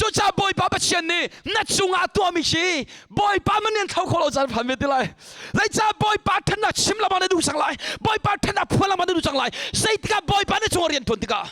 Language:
Hakha Chin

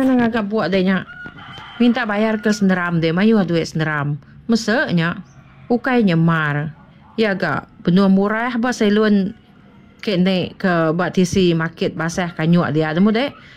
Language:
Iban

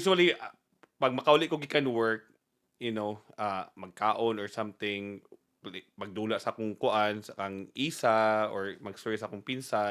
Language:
Cebuano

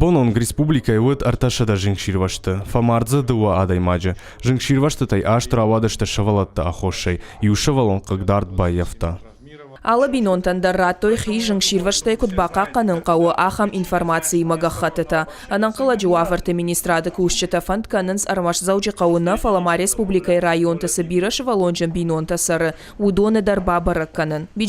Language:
Ossetic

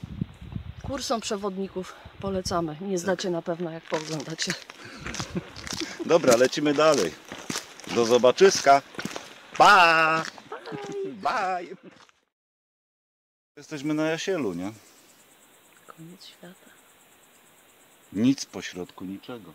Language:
Polish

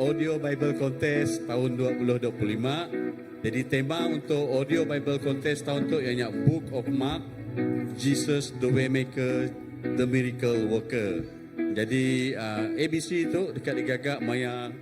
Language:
Iban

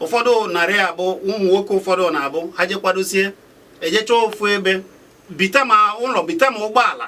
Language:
Igbo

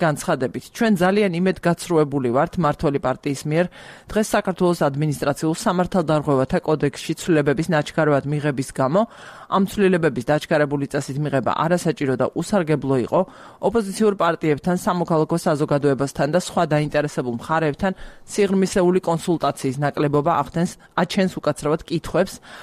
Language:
Georgian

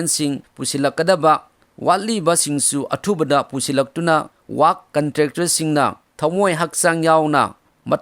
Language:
Manipuri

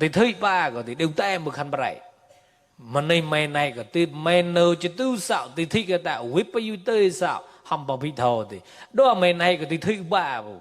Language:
Mon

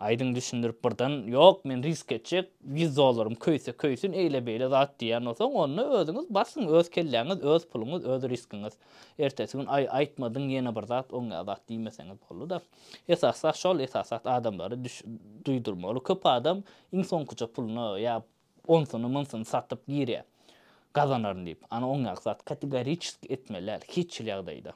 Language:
Turkmen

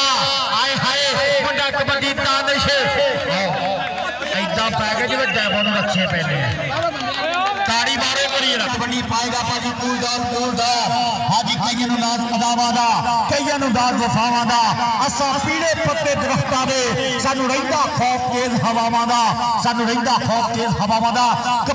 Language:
Punjabi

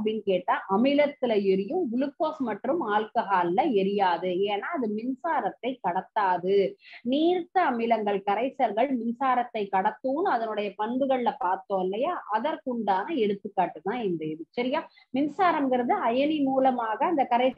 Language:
Tamil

